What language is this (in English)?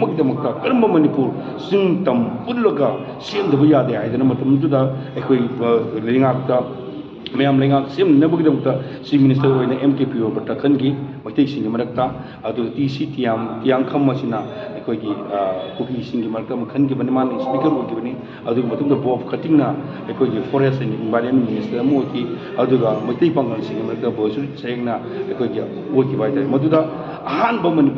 Manipuri